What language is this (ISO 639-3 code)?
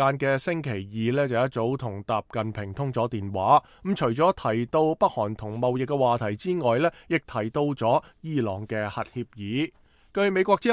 yue